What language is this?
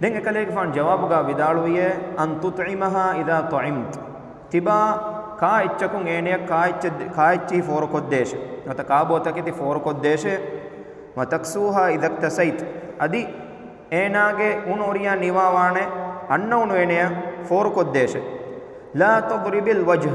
Divehi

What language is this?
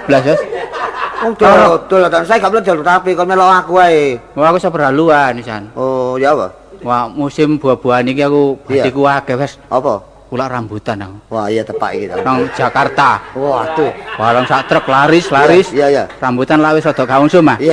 Javanese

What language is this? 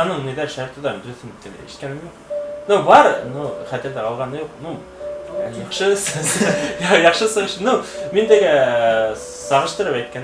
Bashkir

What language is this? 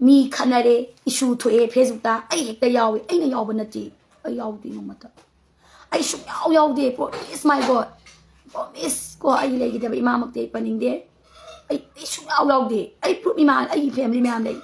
Manipuri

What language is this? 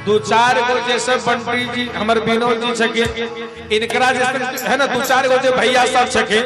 Magahi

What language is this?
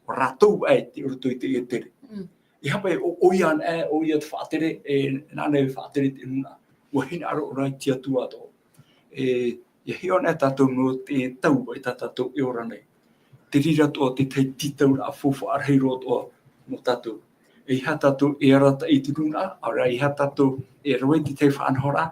Tahitian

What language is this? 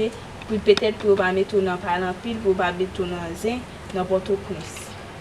Haitian Creole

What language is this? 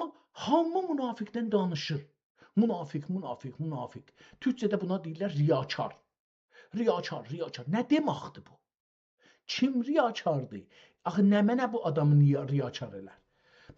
South Azerbaijani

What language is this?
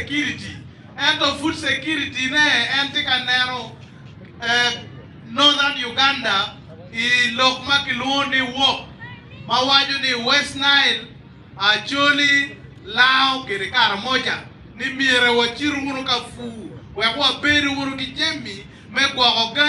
Acoli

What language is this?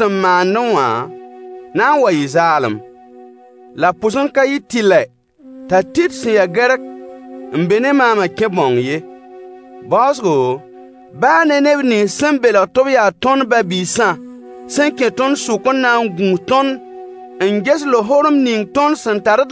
Mossi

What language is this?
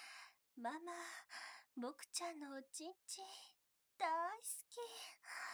Japanese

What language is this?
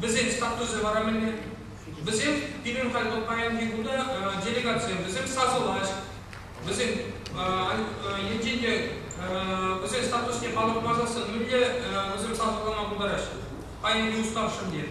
Chuvash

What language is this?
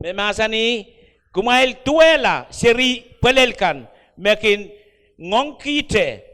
Pohnpeian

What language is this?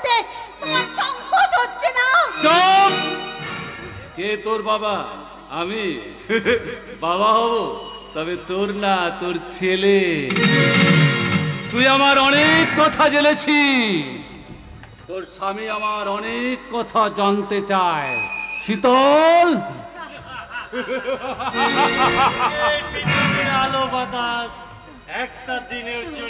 Bangla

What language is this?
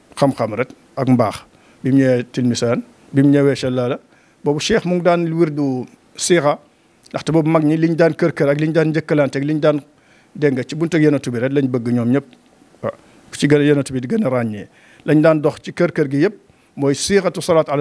Wolof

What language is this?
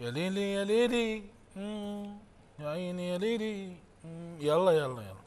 Mesopotamian Arabic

